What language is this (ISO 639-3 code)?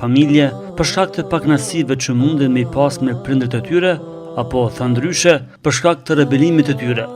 sqi